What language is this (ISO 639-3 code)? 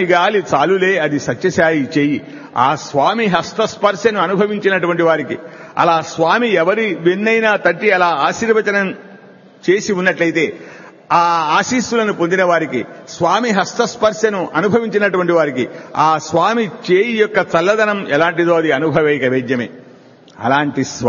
tel